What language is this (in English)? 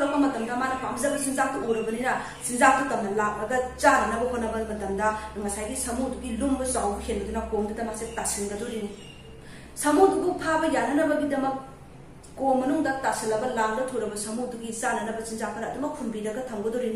Manipuri